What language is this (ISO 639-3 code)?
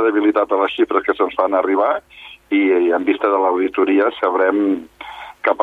cat